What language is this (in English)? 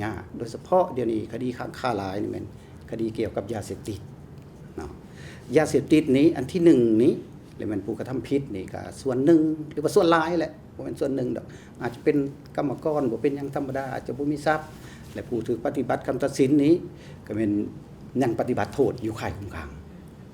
Lao